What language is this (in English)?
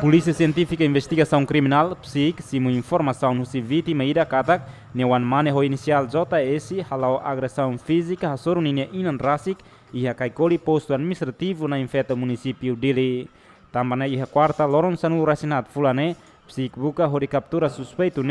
Tetum